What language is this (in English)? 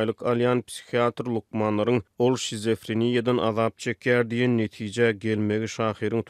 Turkmen